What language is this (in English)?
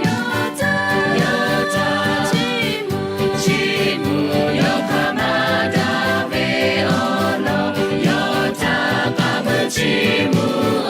Lahu